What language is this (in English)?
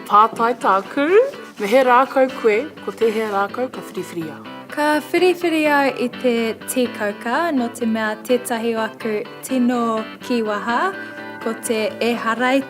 Māori